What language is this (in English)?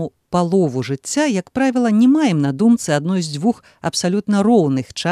Belarusian